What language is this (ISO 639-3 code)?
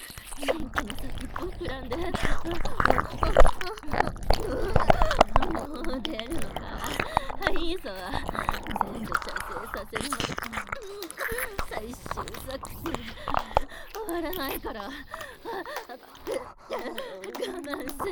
jpn